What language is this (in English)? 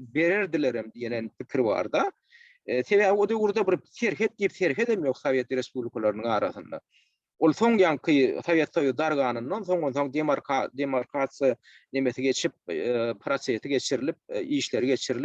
Turkmen